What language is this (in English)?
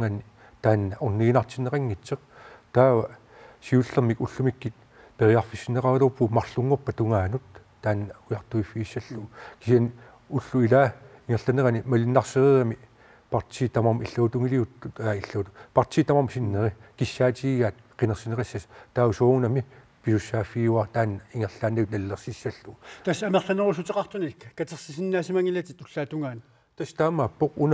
Kalaallisut